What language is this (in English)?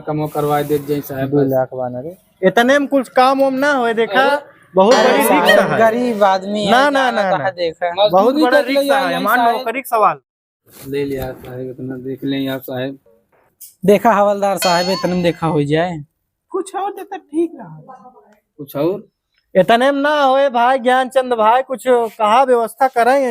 Awadhi